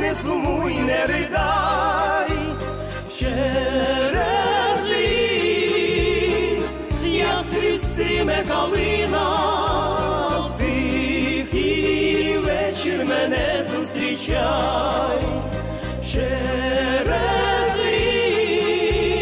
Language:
Ukrainian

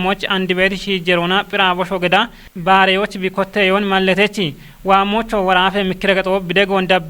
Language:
Kafa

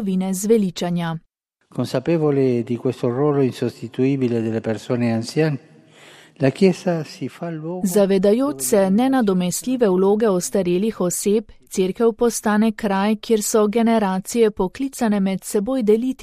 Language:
Slovenian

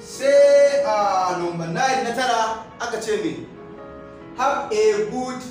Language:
Hausa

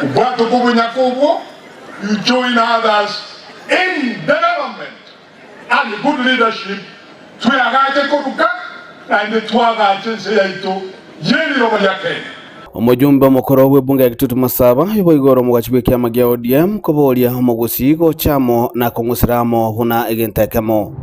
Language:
Gusii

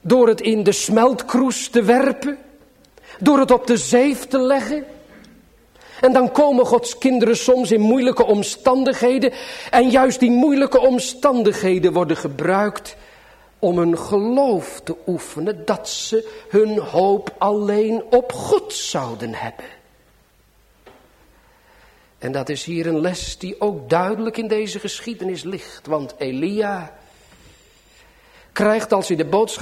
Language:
Dutch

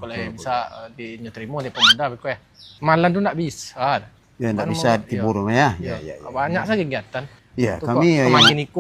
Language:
Minangkabau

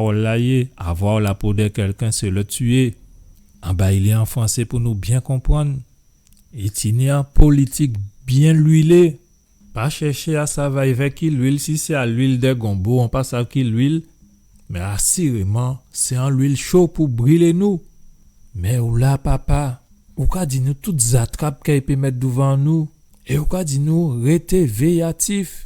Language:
Guadeloupean Creole French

